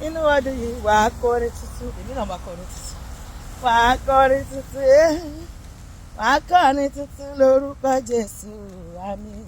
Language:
Yoruba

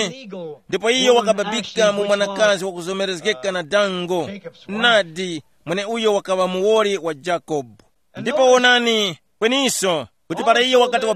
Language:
Tumbuka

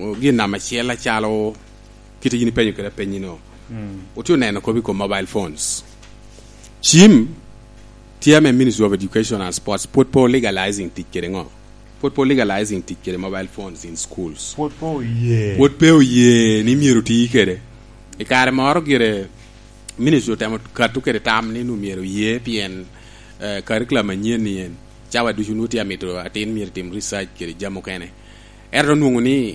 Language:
Lango (Uganda)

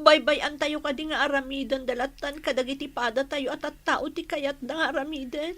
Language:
Iloko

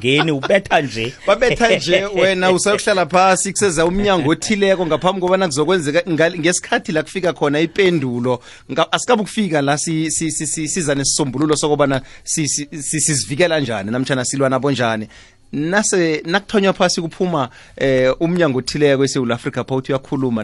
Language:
South Ndebele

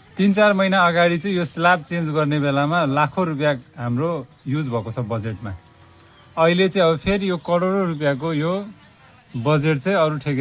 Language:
Nepali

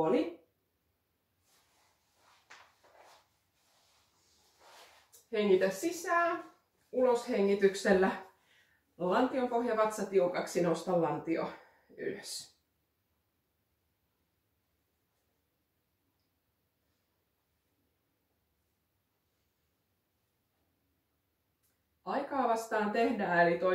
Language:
Finnish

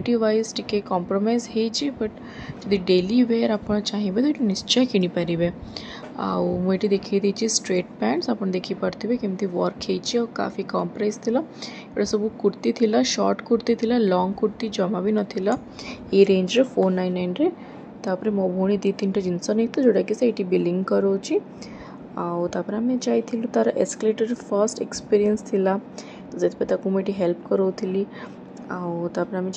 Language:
Odia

